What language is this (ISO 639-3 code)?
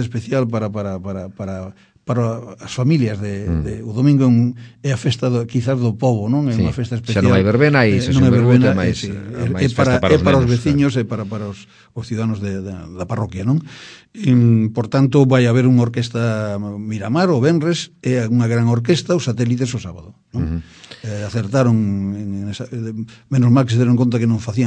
glg